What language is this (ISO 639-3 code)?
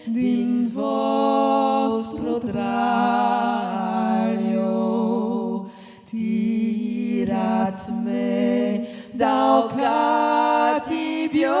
oci